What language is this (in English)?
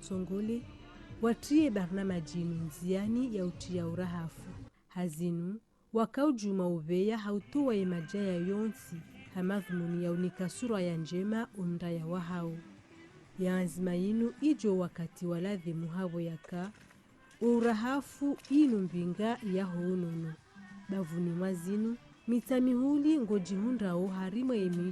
Ngazidja Comorian